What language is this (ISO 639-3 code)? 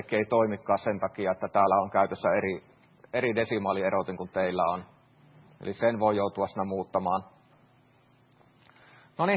fin